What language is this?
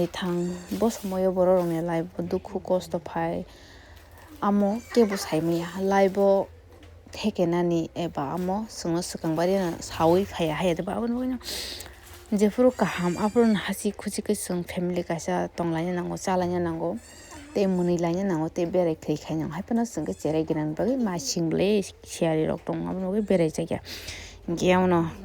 Kok Borok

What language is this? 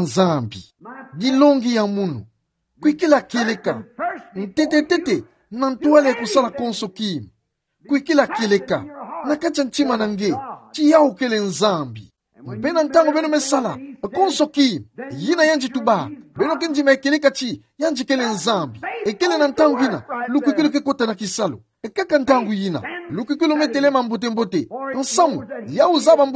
Kituba (Democratic Republic of Congo)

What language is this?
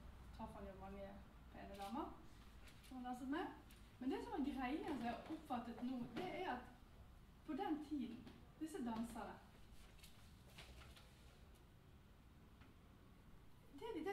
Norwegian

